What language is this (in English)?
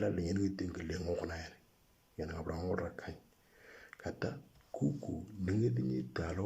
Moro